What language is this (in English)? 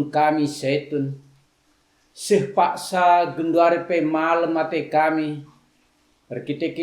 Batak Karo